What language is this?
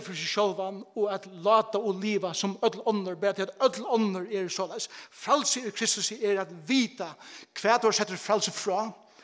Faroese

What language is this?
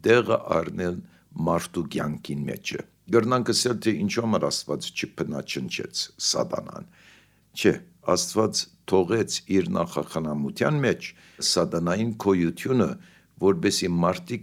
Armenian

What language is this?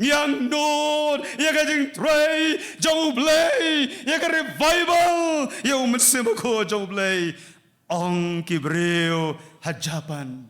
Khasi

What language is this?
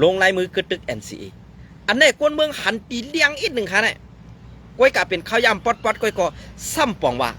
Shan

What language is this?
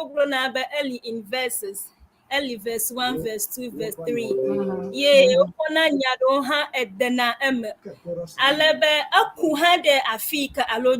Ewe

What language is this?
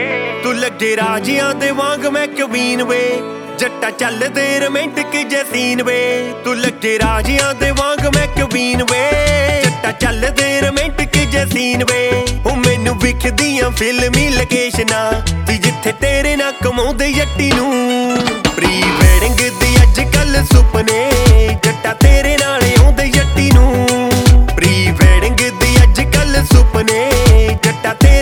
Punjabi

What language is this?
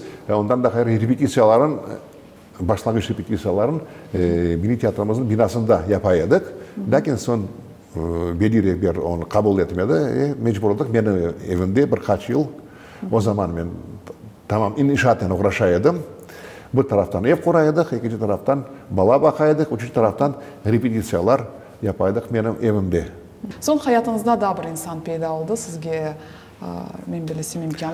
Crimean Tatar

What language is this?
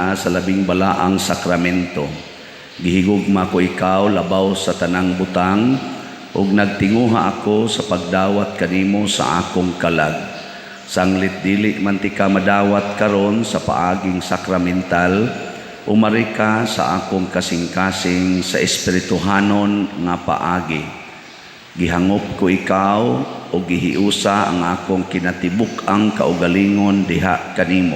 Cebuano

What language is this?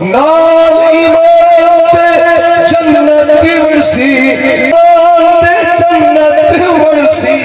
Saraiki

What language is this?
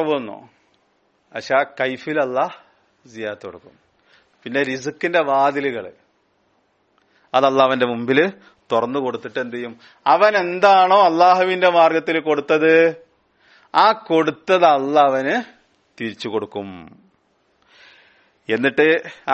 Malayalam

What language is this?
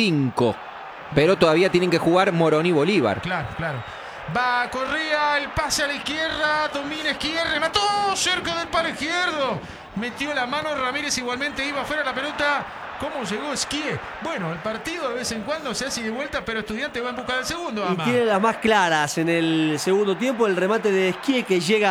Spanish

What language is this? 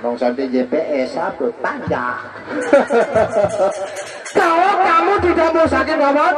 Sasak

